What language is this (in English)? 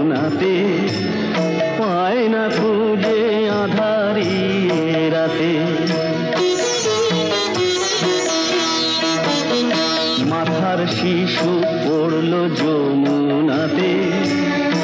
Bangla